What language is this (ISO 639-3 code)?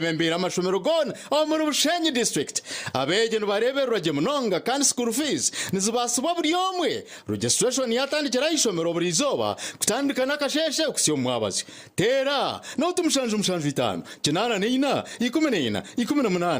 nyn